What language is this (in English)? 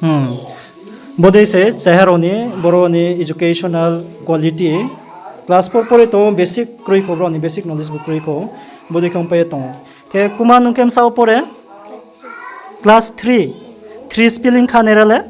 Riang (India)